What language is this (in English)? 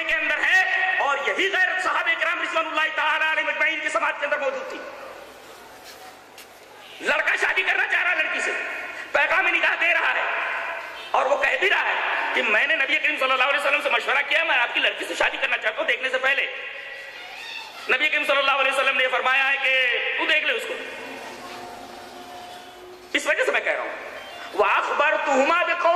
Urdu